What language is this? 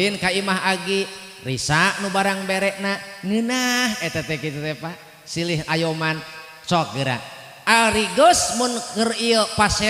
Sundanese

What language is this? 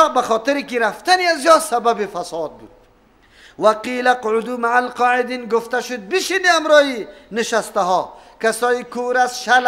Persian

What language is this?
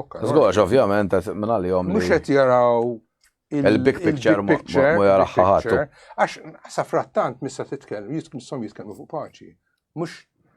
Maltese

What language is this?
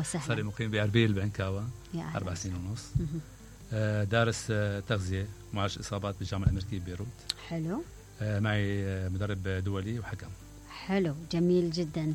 Mesopotamian Arabic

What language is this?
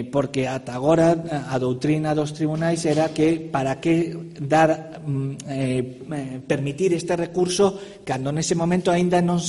Galician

